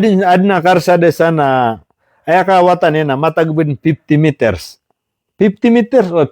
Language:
Maranao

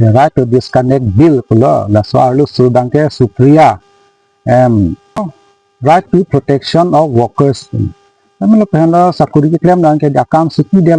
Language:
Karbi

